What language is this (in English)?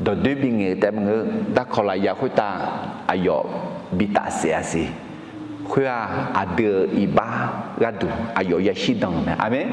Akha